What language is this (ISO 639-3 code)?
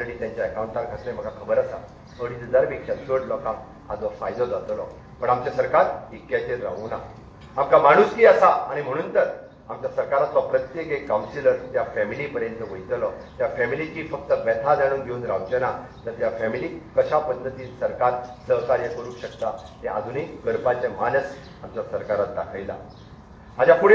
kok